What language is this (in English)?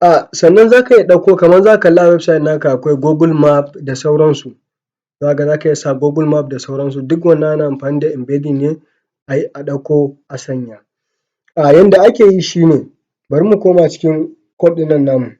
Hausa